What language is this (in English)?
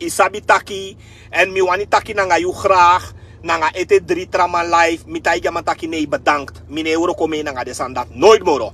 Sranan Tongo